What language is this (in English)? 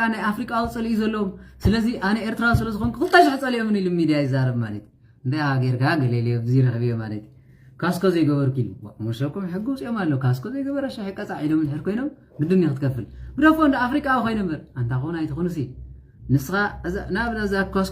Tigrinya